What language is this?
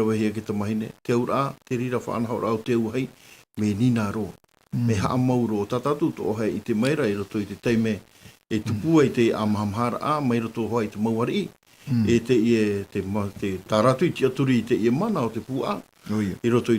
Tahitian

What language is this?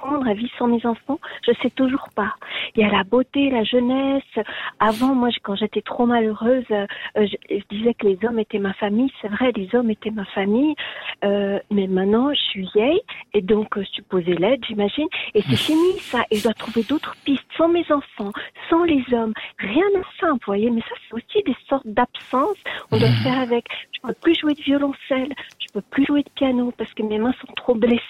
French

